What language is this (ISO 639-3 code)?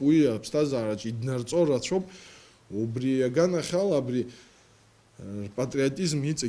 abk